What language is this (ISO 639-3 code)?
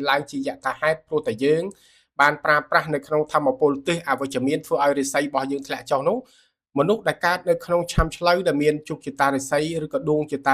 khm